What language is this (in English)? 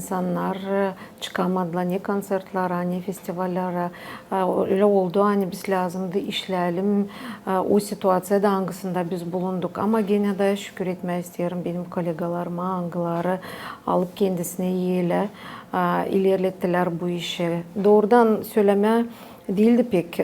Gagauz